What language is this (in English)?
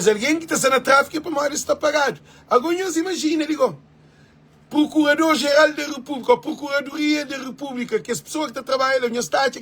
Kabuverdianu